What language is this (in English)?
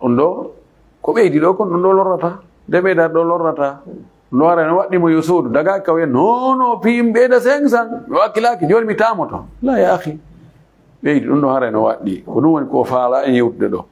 Fula